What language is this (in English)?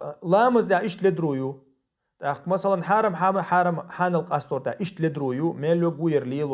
Chechen